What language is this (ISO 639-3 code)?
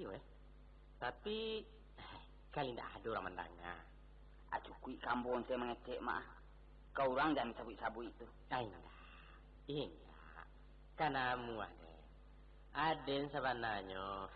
min